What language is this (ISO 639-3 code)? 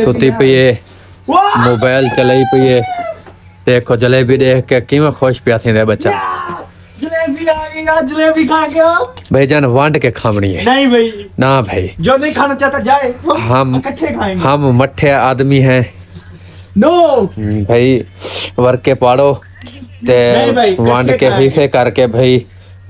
skr